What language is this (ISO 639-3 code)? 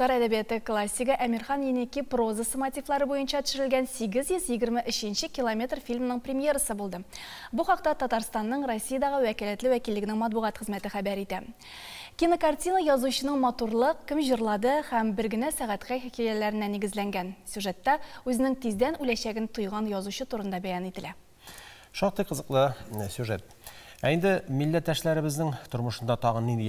tat